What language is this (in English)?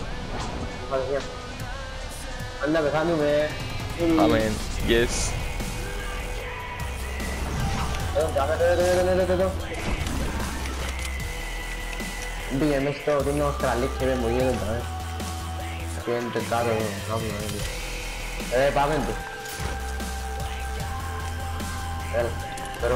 Greek